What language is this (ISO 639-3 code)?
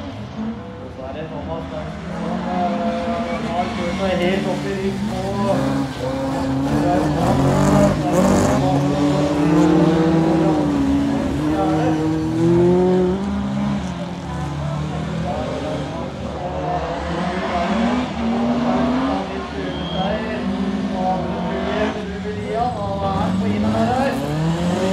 nor